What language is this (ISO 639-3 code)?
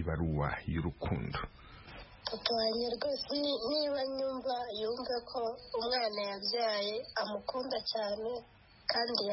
kin